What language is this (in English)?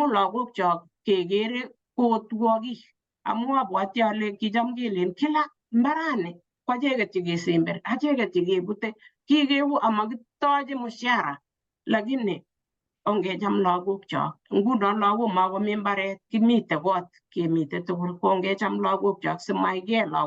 Kalenjin